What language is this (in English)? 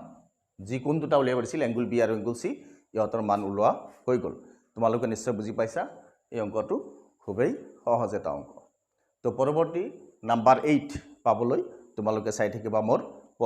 Assamese